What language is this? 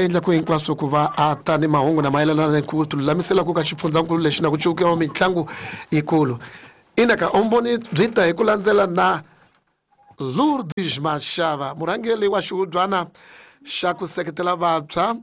Tsonga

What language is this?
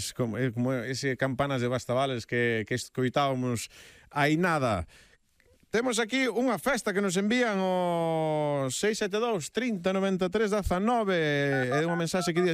Galician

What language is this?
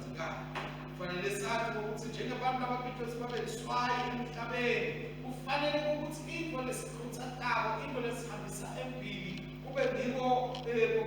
Swati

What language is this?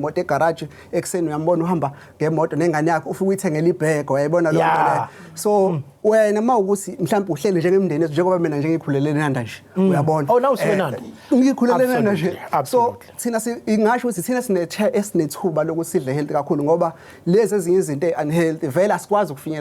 Zulu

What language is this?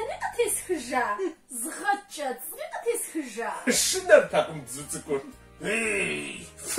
Kabardian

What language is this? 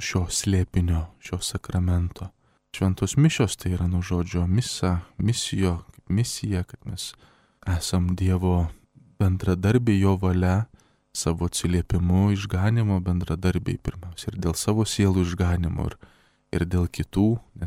Lithuanian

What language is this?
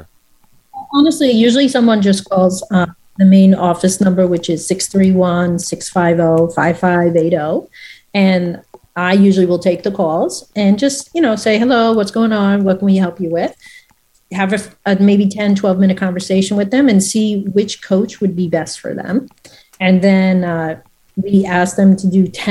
English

